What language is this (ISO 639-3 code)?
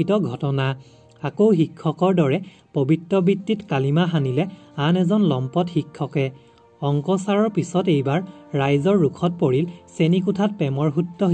asm